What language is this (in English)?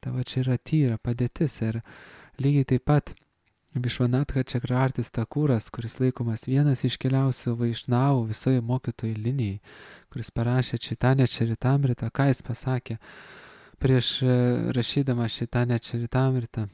Lithuanian